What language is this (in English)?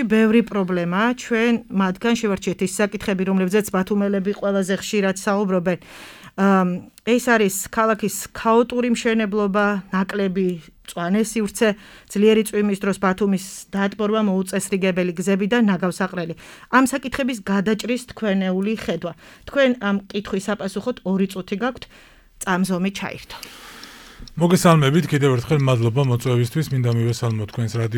Georgian